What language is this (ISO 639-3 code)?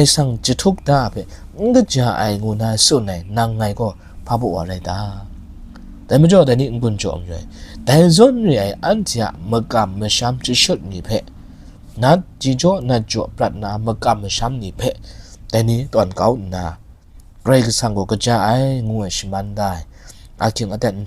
kac